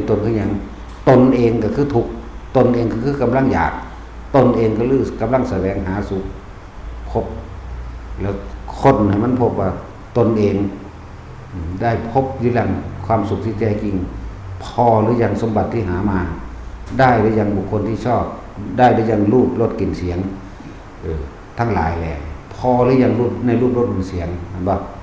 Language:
Northeastern Thai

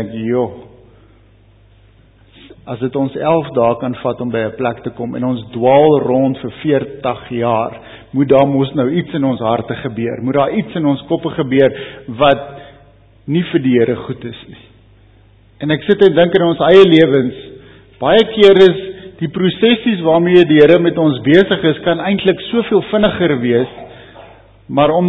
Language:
Afrikaans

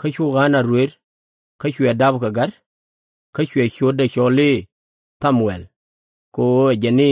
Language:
Nuer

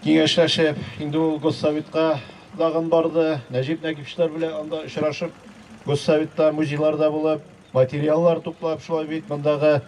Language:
Tatar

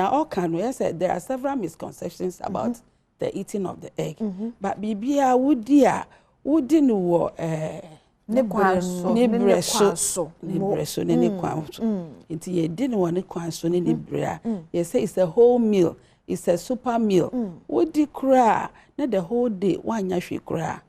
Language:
Akan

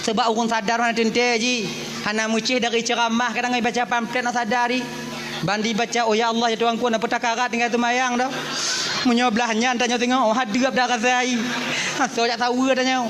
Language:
Achinese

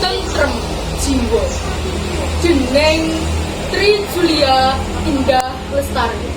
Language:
Javanese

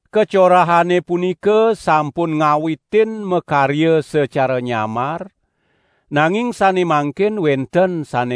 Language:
Balinese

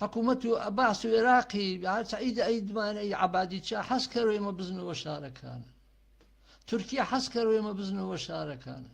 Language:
Gurani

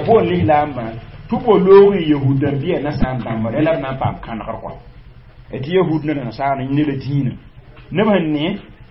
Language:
Mossi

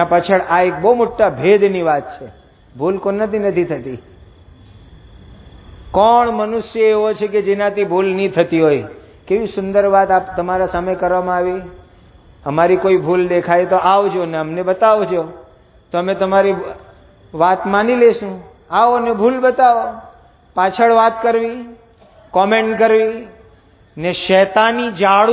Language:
Gujarati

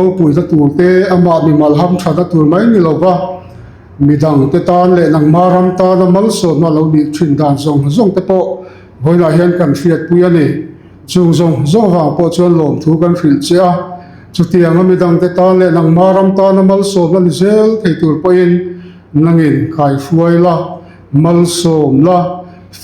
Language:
Mizo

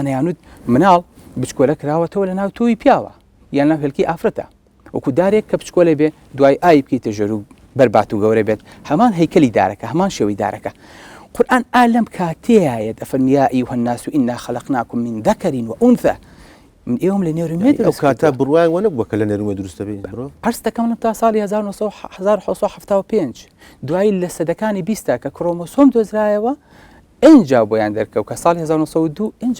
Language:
Central Kurdish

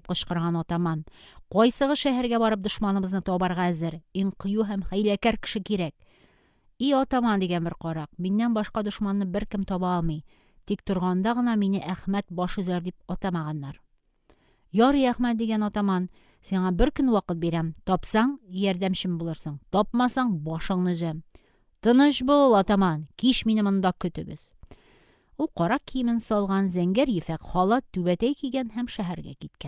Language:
Tatar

